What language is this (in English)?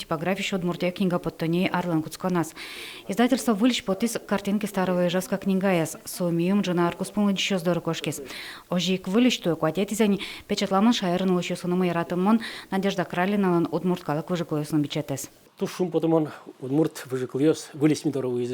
Udmurt